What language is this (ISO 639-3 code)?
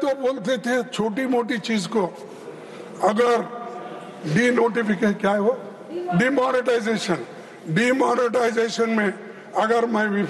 hin